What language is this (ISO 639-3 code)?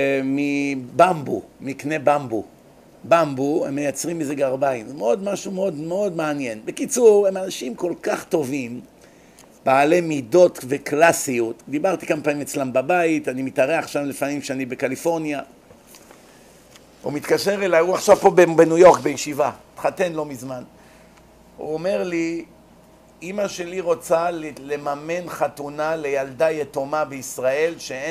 heb